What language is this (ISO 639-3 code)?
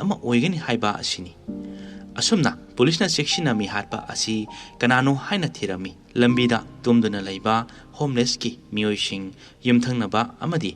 mni